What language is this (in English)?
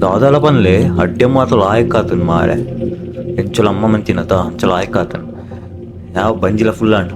Tulu